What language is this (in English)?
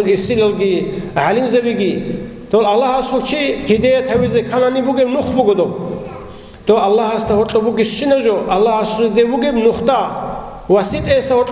Avaric